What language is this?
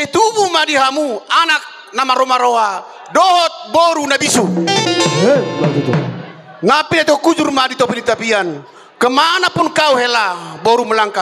Batak Toba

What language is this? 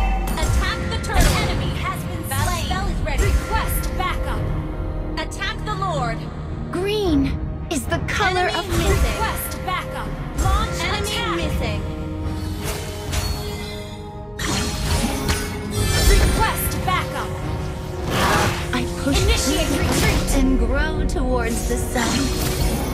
English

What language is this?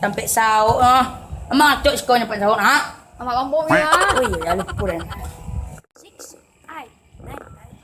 Minangkabau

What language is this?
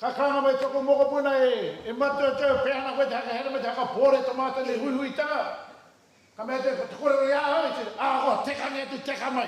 Māori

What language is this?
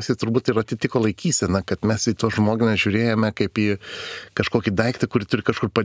Lithuanian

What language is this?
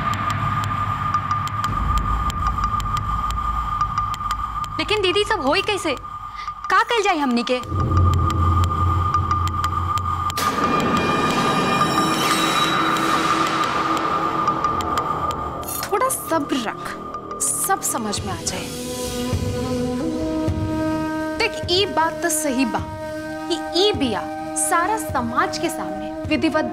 Bhojpuri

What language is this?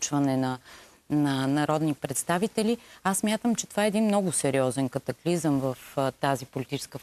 Bulgarian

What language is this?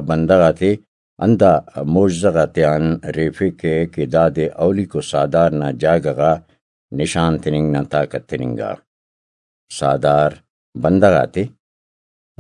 Brahui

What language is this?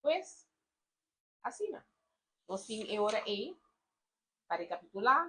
Papiamento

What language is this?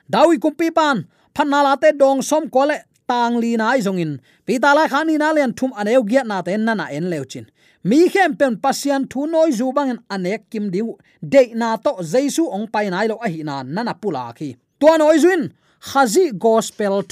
Tedim Chin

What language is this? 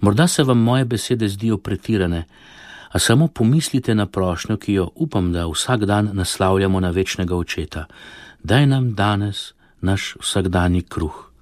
Slovenian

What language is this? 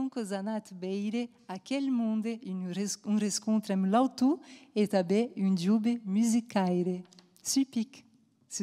Occitan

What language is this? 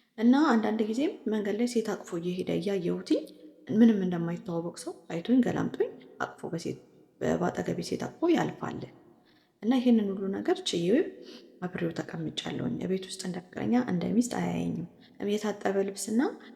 Amharic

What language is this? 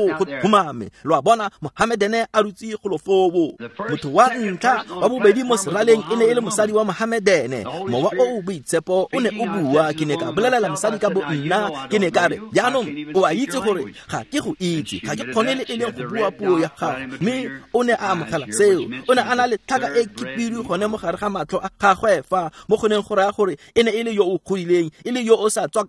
Tswana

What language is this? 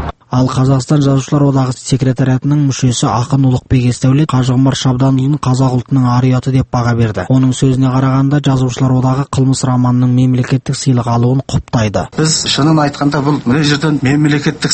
Kazakh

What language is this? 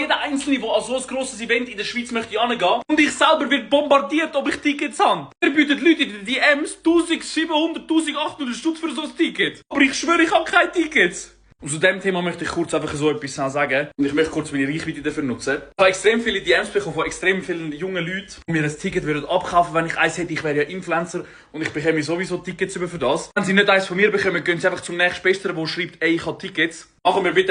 Swiss German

